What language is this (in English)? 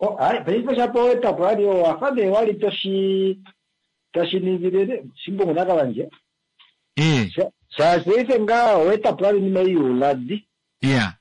Kuanyama